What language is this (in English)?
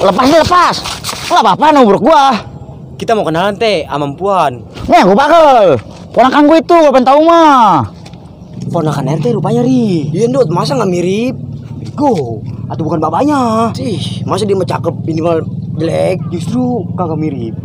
Betawi